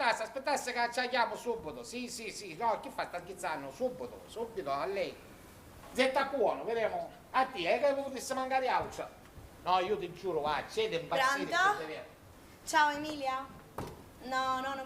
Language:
Sicilian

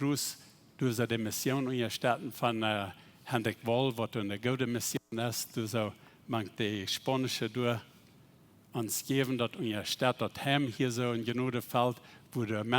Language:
Plautdietsch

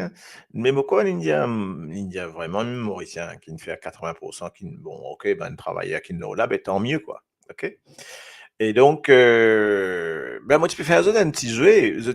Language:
Morisyen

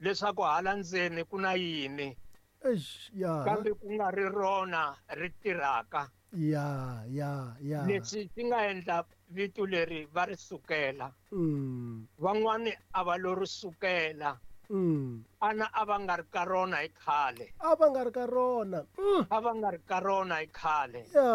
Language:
Tsonga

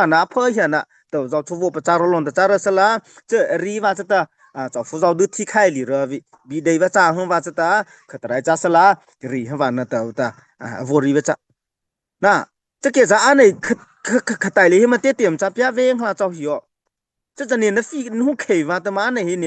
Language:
Mara Chin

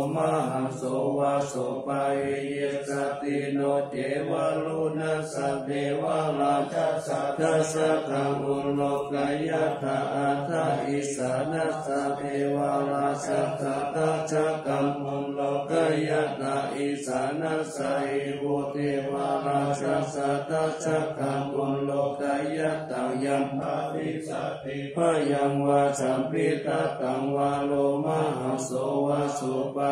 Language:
Pali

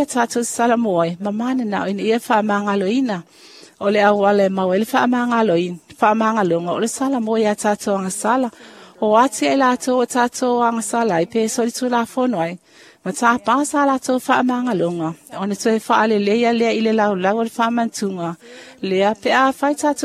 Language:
Samoan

